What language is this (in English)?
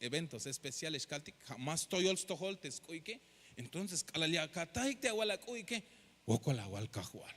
Tzeltal